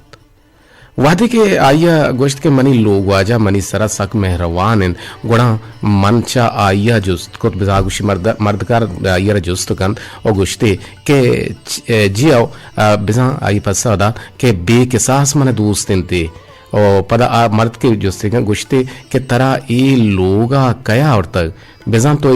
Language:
Eastern Balochi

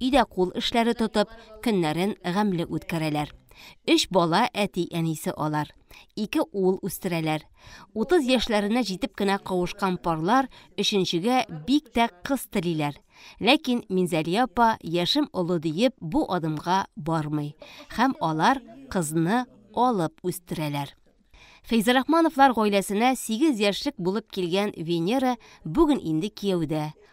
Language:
Tatar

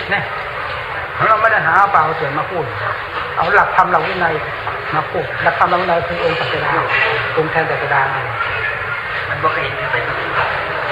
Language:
Thai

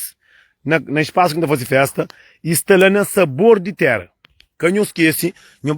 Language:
Kabuverdianu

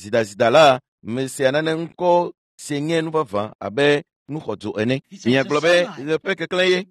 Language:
Ewe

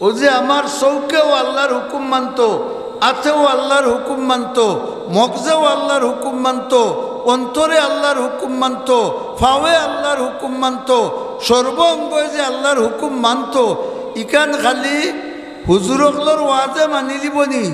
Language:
Sylheti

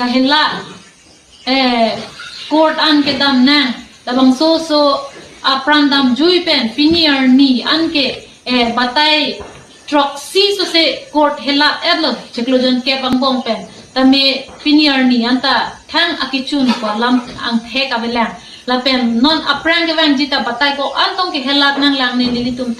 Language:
Karbi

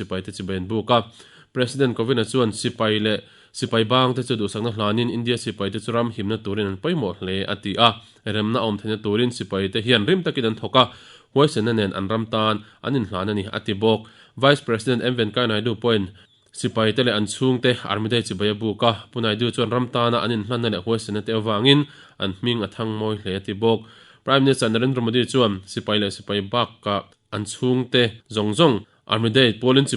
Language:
Mizo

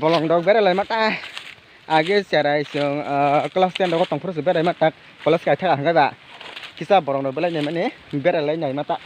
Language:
Kok Borok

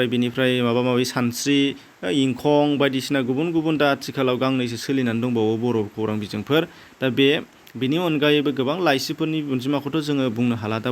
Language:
Bodo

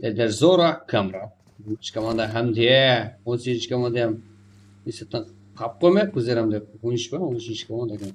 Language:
Kara-Kalpak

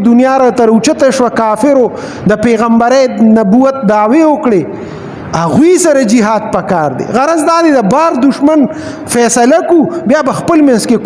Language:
Pashto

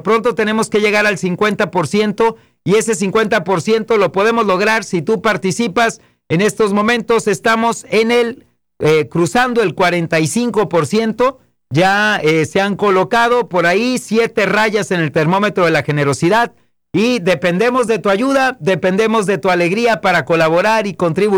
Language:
Spanish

